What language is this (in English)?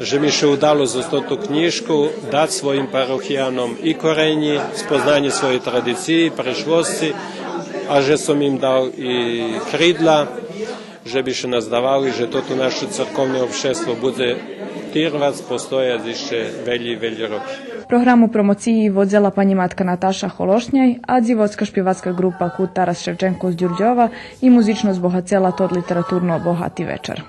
Rusyn